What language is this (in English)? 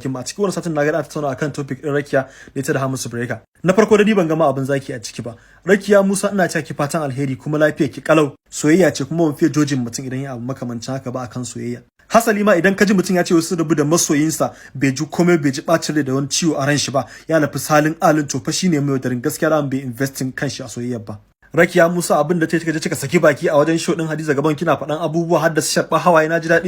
Hausa